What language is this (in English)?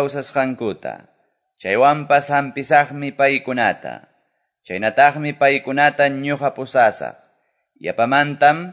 Quechua